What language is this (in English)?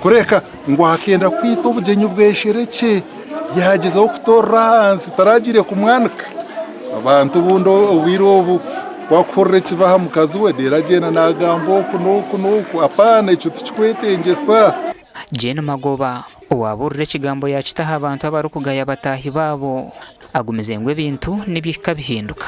Nyankole